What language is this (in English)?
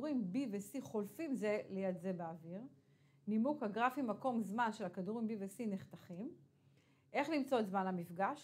Hebrew